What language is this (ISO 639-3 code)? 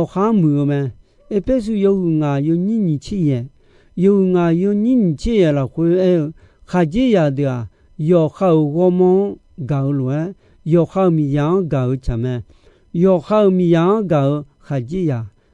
ahk